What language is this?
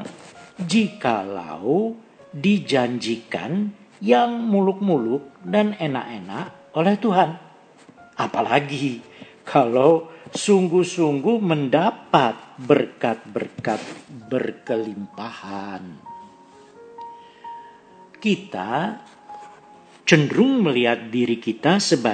Indonesian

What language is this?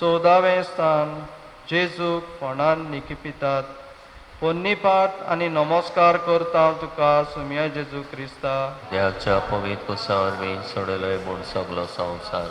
Konkani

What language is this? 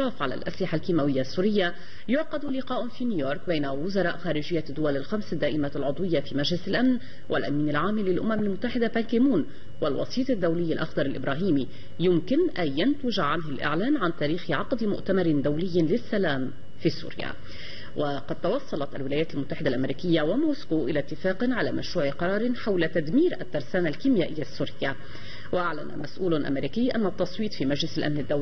Arabic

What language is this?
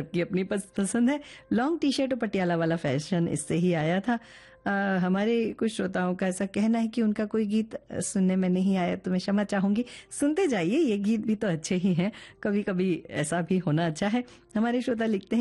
Hindi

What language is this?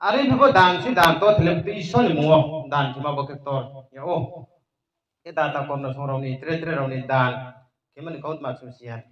Riang (India)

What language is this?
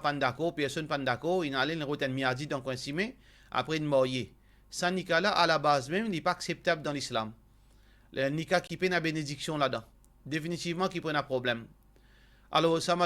Morisyen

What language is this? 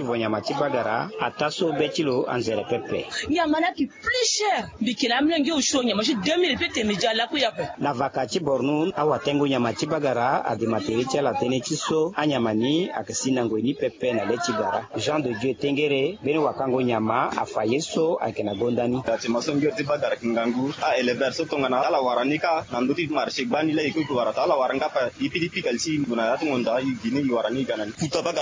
Sango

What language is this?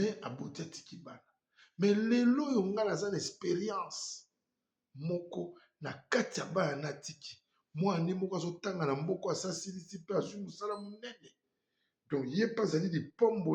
Lingala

